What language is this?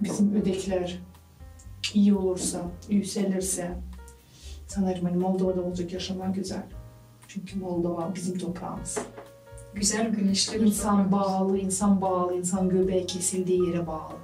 Gagauz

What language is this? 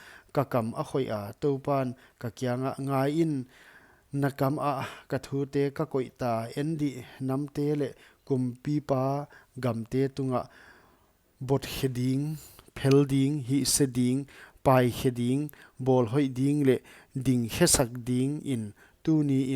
Paite Chin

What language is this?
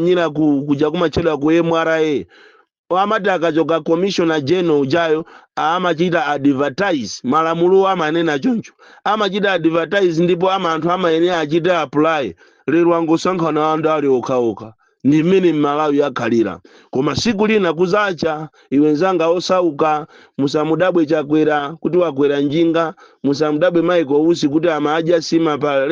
Nyanja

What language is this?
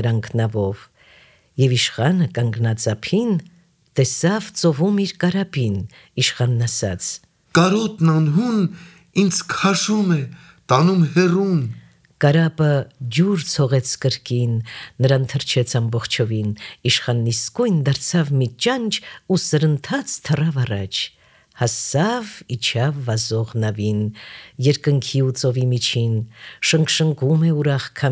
Armenian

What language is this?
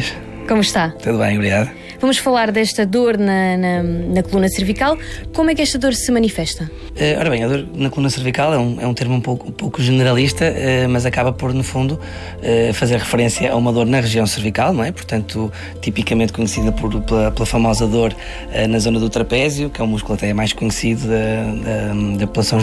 Portuguese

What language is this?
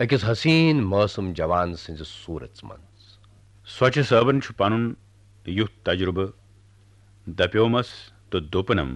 Kashmiri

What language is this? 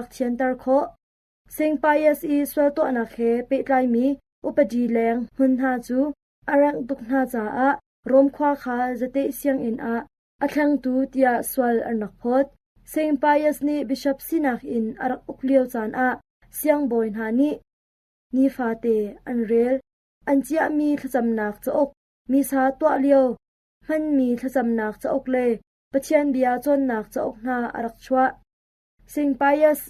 Hakha Chin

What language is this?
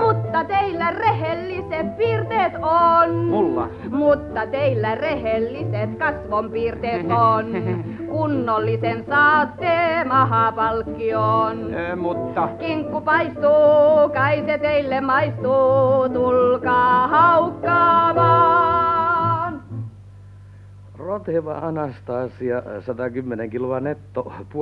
Finnish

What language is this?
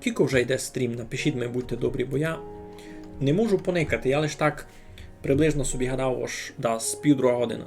Rusyn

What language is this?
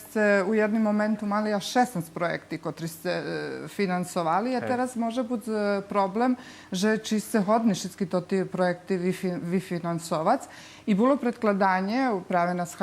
Rusyn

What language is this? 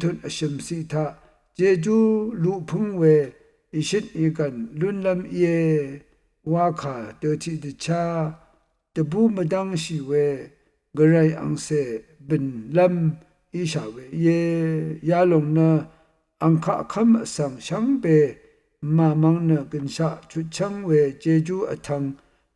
Rawang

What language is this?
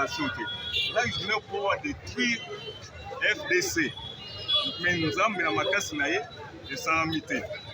Lingala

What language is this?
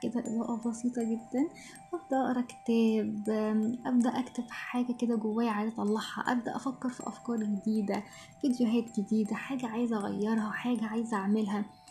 Egyptian Arabic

